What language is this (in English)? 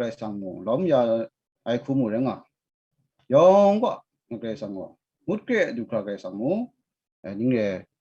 Kachin